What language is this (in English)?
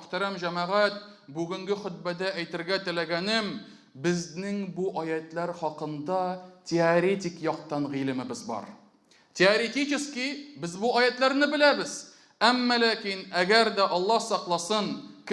Tatar